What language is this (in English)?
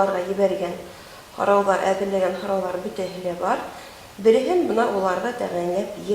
Bashkir